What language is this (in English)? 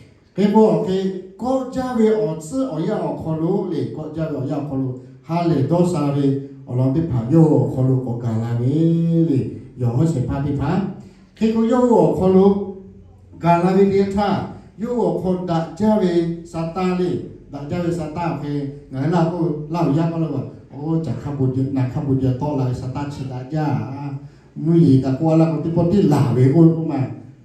Lahu